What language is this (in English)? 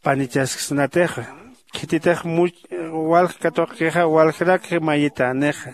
Aymara